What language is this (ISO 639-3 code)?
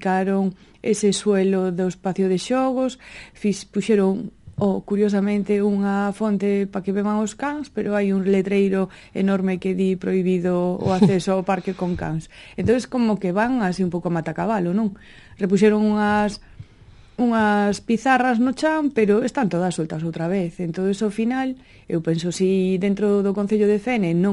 glg